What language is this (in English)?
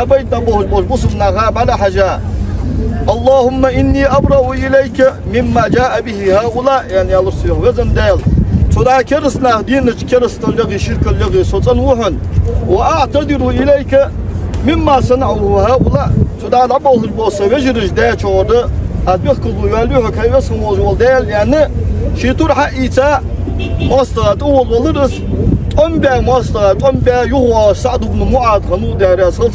Ingush